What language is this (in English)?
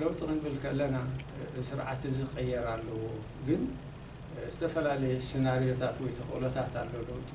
Tigrinya